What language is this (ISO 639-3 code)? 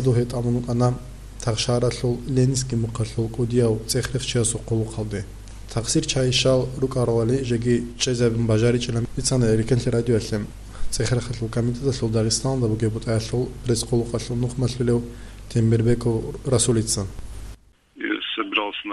ava